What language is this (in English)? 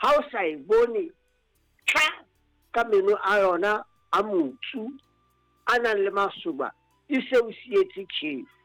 Southern Sotho